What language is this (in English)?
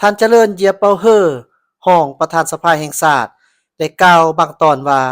Lao